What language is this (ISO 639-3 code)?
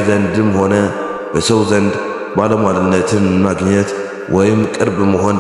amh